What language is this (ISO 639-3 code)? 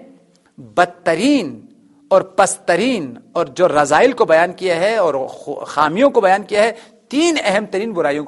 urd